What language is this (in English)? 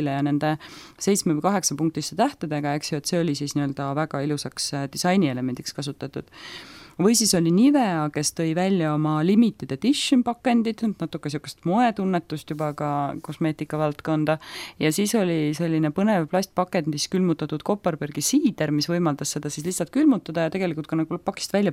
Estonian